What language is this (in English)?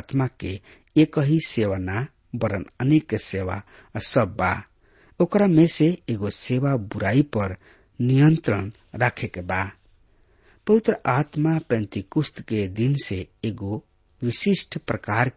Bhojpuri